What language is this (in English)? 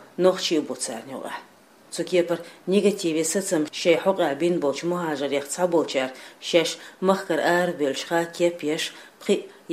Chechen